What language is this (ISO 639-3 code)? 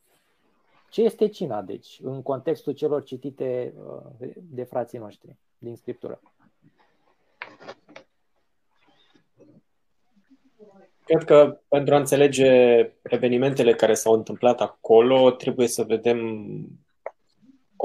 ron